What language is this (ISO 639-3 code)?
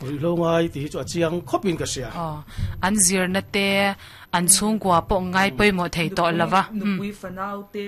lus